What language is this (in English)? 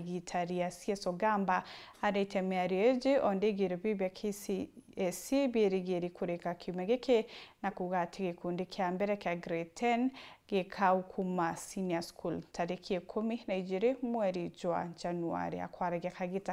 Meru